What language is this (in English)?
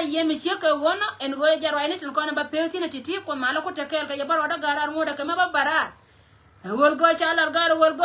Nuer